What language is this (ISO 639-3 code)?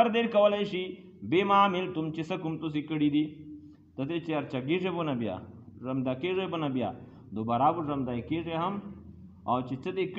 pus